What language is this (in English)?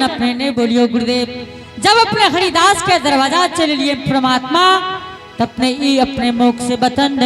Angika